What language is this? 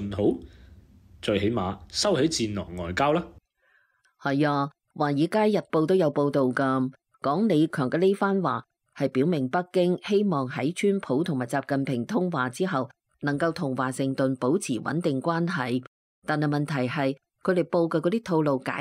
Cantonese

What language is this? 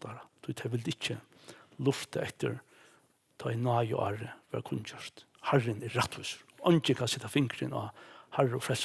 Faroese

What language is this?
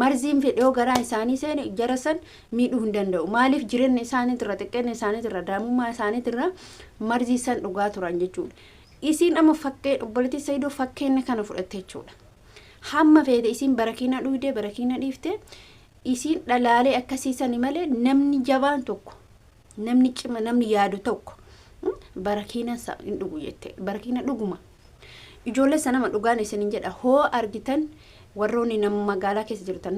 Oromo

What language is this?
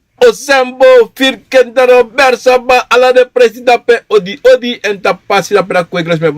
Sranan Tongo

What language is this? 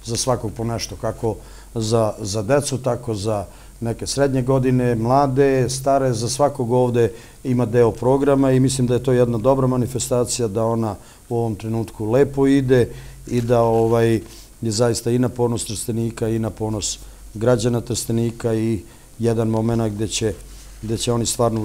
Serbian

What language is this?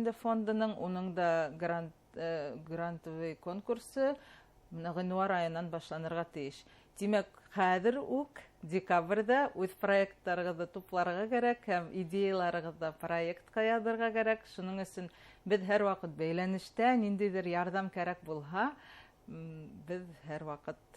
Bashkir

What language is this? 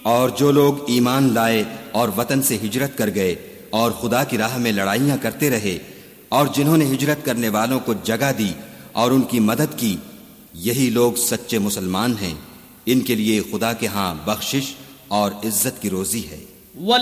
Urdu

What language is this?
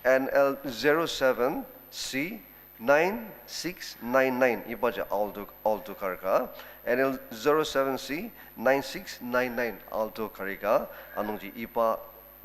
Ao Naga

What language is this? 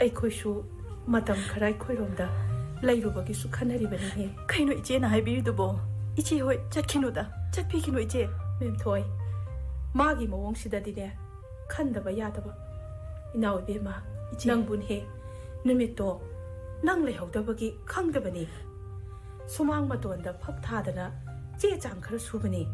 Manipuri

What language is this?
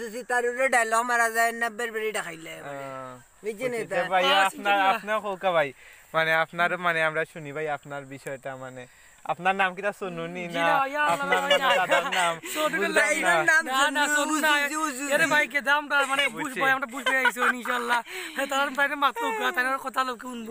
Sylheti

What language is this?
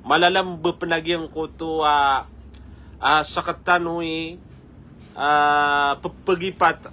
Maranao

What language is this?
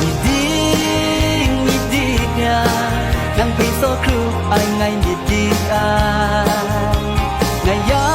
Kachin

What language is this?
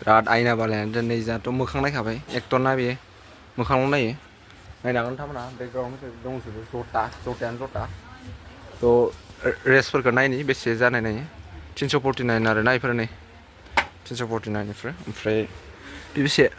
Bodo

